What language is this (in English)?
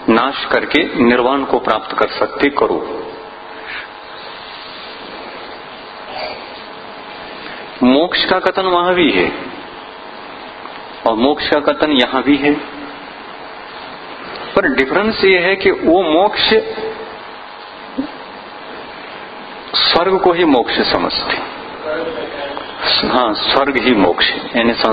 Hindi